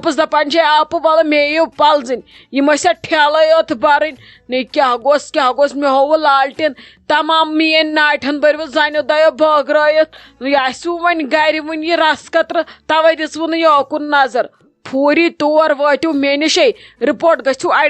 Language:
Kashmiri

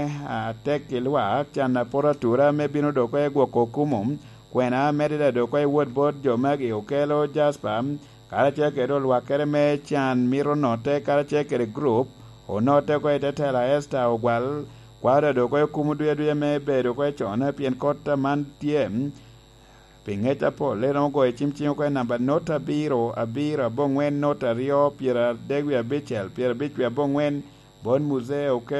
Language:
Lango (Uganda)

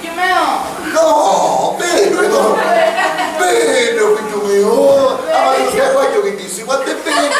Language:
Sicilian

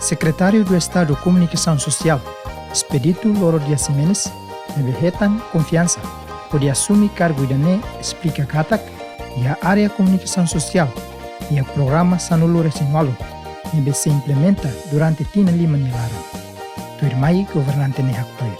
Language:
Tetum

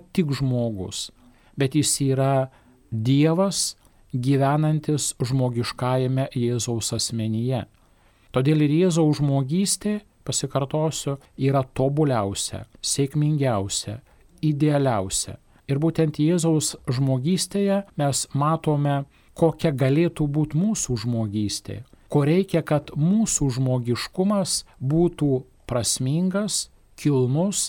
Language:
Lithuanian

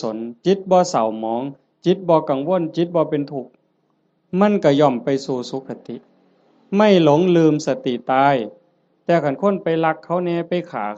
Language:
Northeastern Thai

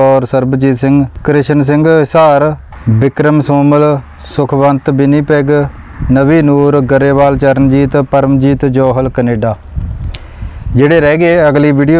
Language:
Punjabi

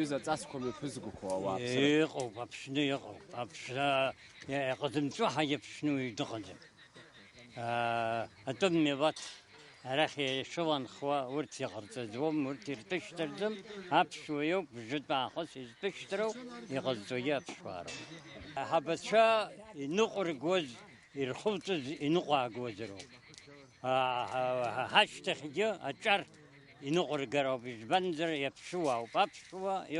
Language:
Abkhazian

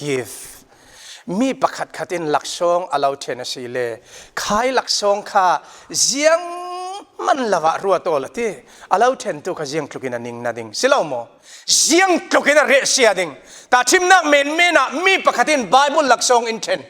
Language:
Falam Chin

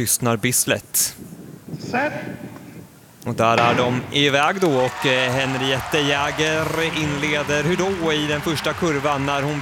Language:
Swedish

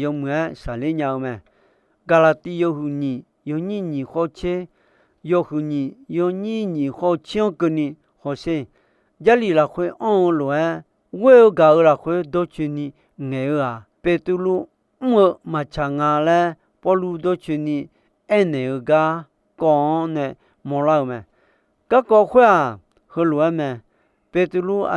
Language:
Akha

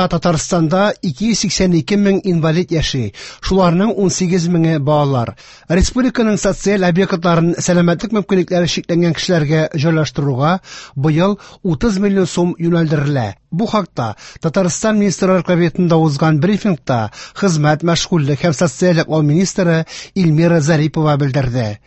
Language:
Tatar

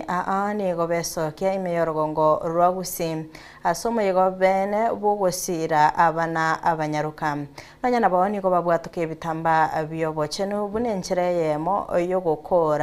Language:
Gusii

